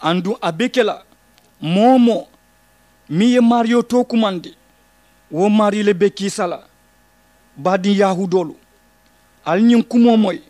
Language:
Mandingo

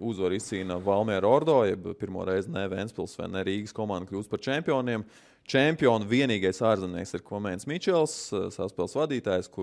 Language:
Latvian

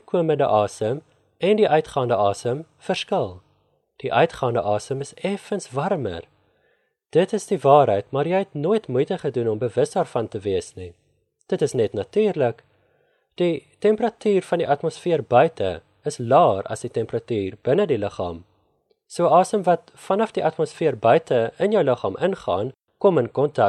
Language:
Afrikaans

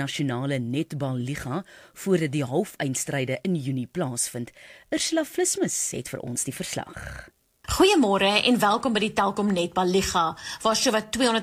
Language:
Afrikaans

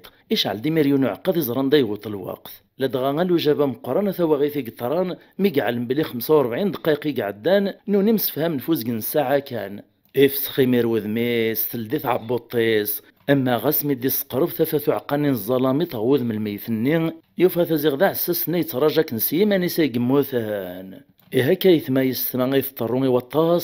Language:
Kabyle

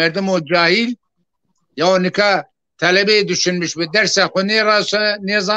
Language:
Zaza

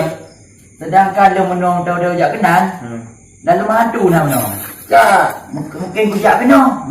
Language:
Achinese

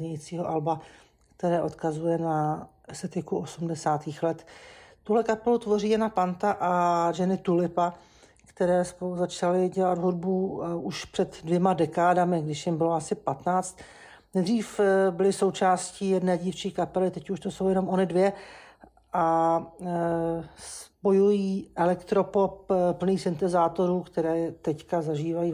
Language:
Czech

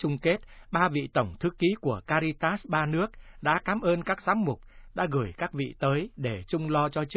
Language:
Vietnamese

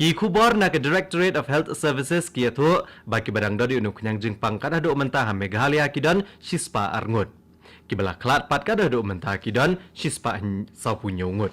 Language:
Khasi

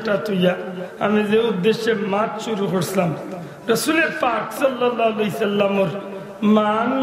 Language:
Sylheti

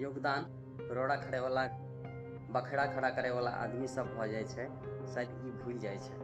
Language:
Maithili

